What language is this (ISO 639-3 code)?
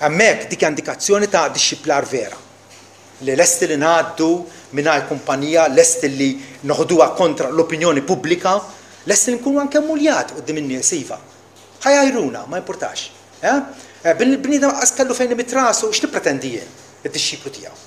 mlt